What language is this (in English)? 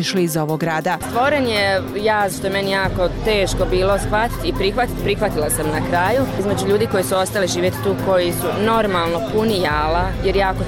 Bosnian